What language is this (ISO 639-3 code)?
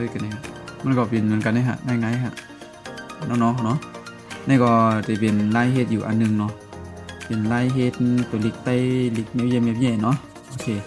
shn